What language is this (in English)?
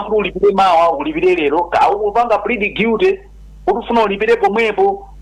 Nyanja